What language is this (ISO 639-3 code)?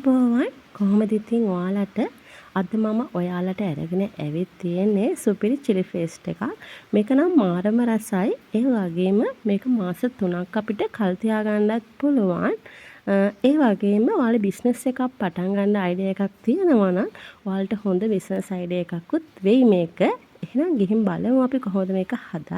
sin